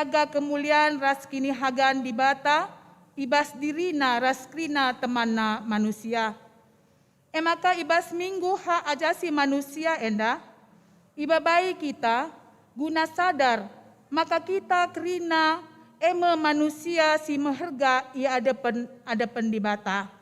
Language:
Batak Karo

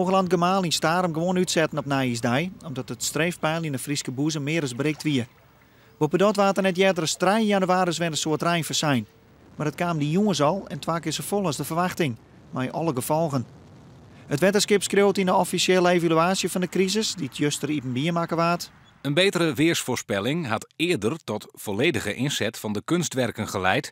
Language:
Western Frisian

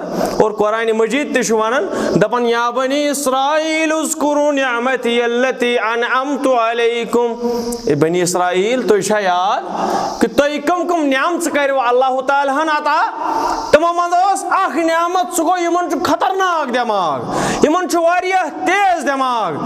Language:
Kashmiri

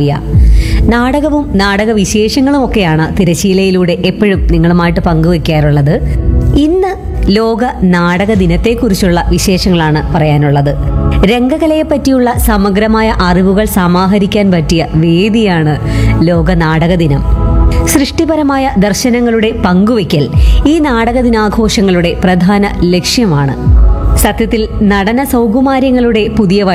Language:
Malayalam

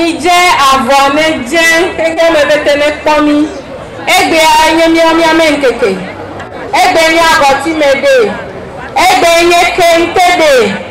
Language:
Ewe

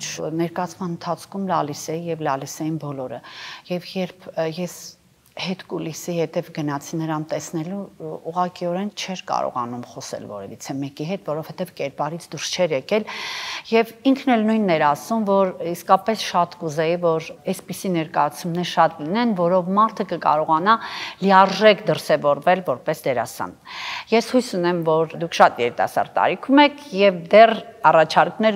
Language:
Armenian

